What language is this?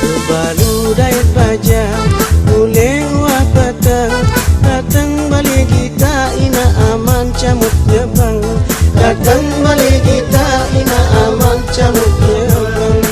Sasak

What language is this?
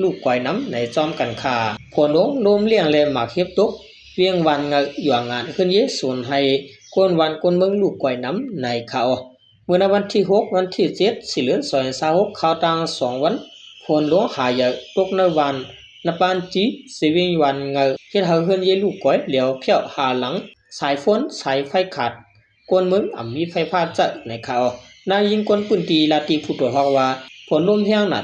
Shan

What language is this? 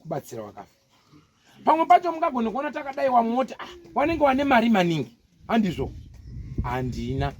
Shona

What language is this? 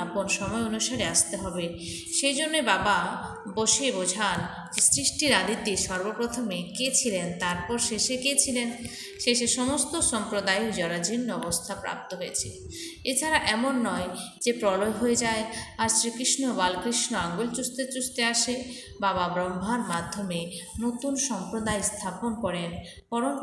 Bangla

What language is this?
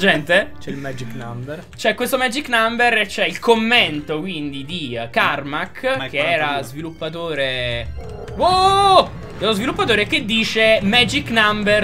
Italian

